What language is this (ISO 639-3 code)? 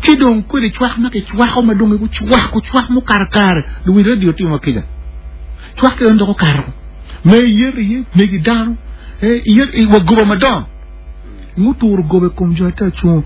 ach